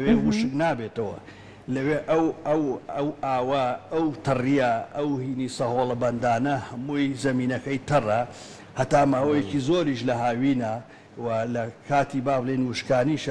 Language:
Central Kurdish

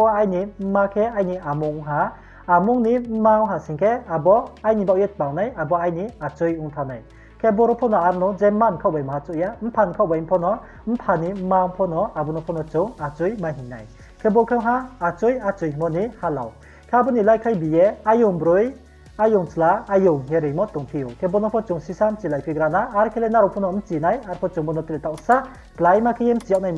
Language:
Riang (India)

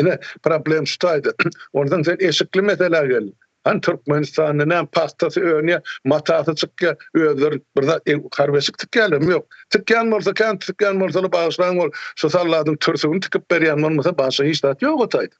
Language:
Turkmen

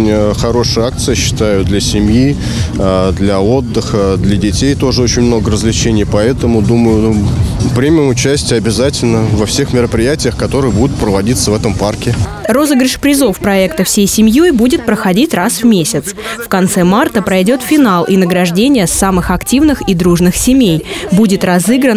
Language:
Russian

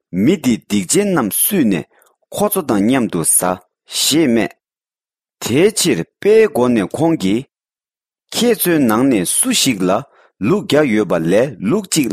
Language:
Tibetan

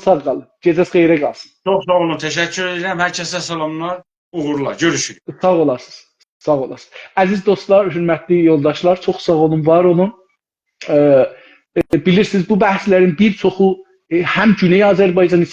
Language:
South Azerbaijani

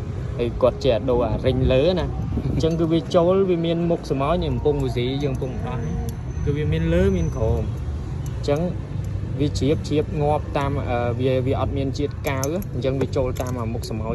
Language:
Khmer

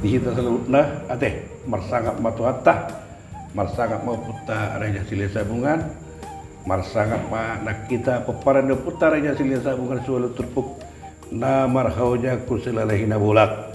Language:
Batak Toba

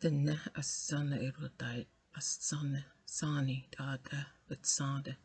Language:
Navajo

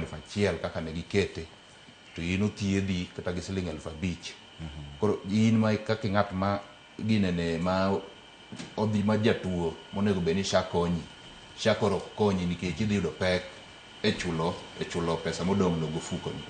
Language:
Luo (Kenya and Tanzania)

